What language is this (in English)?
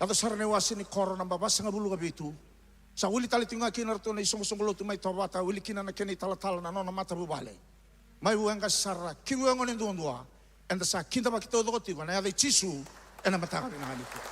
Fijian